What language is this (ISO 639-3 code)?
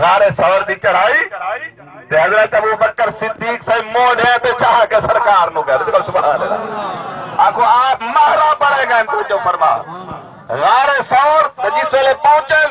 skr